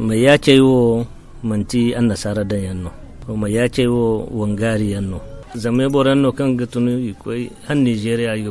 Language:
Zarma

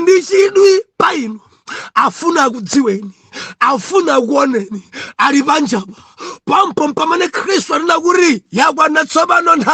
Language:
Nyanja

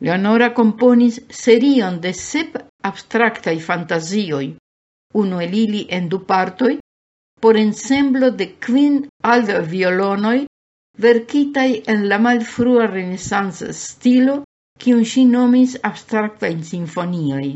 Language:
Esperanto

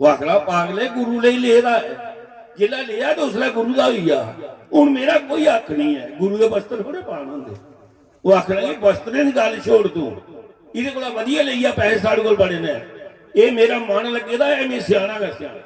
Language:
Dogri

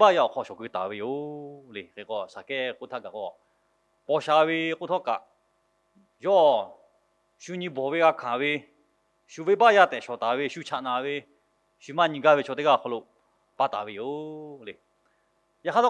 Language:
Lahu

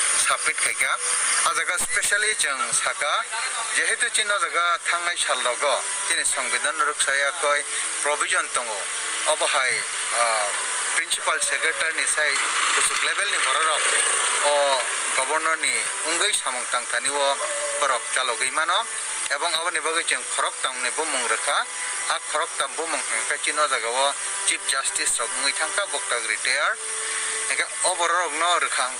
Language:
Kok Borok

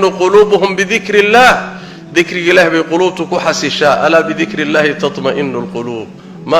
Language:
Somali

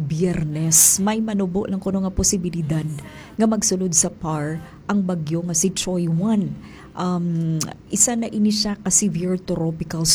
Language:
Hiligaynon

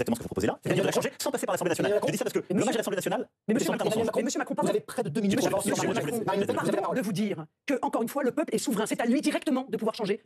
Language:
French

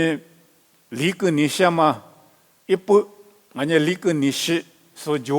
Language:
Lisu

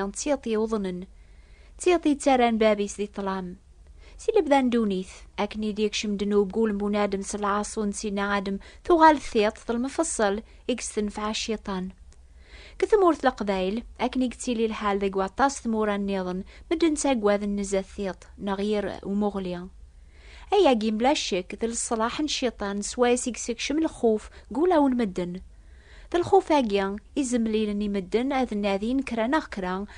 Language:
Kabyle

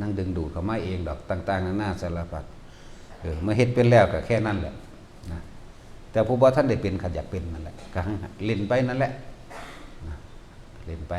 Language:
Northeastern Thai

